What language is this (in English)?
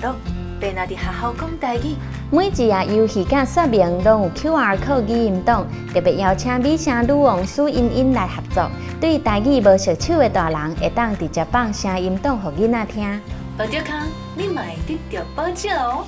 Min Nan Chinese